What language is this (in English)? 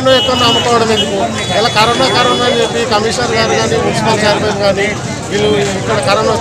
Telugu